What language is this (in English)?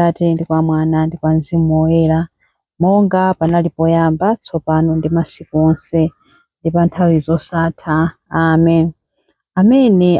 Nyanja